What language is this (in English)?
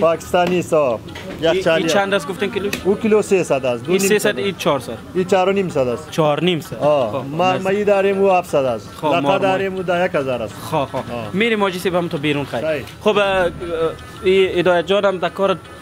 Persian